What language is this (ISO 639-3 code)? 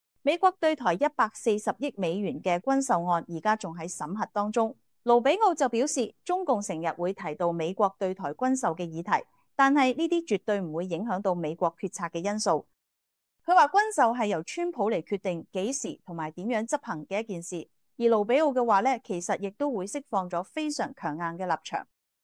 yue